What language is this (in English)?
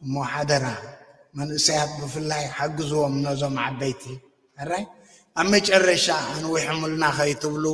Tigrinya